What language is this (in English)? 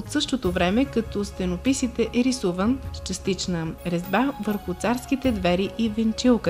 Bulgarian